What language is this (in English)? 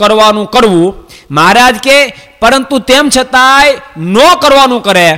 Gujarati